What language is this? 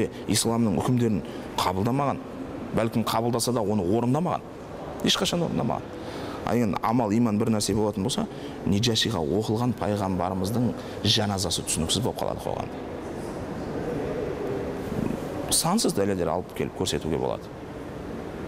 Kazakh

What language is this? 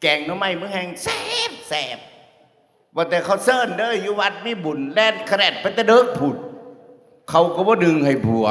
Northeastern Thai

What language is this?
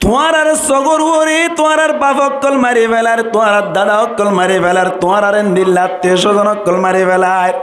Rohingya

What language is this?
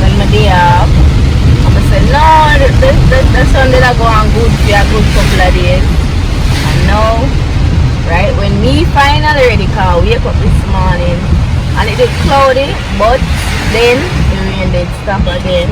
Jamaican Creole English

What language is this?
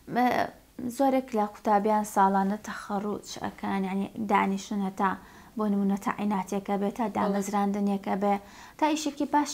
Central Kurdish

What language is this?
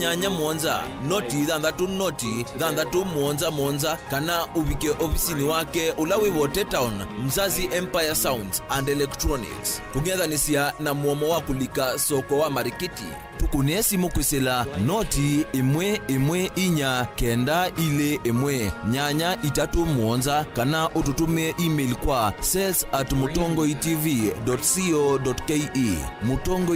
Kamba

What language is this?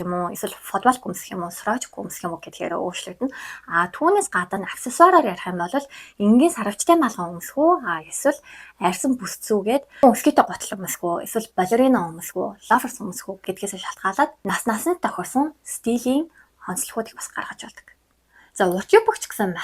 Mongolian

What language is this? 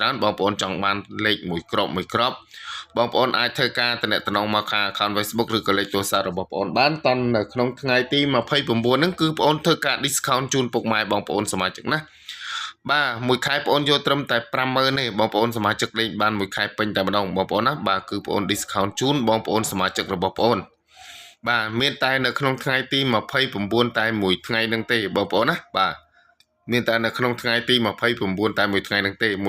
Khmer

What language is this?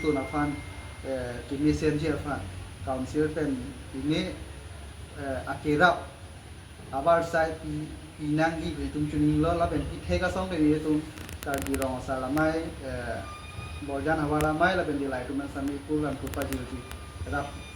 Karbi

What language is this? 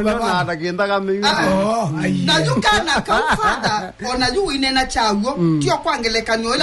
Kamba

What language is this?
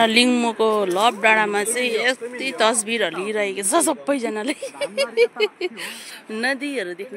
Nepali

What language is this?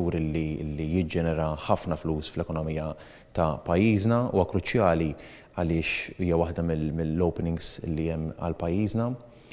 Maltese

